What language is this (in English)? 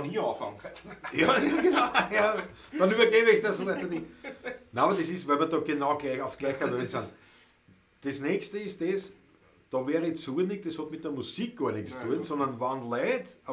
Bavarian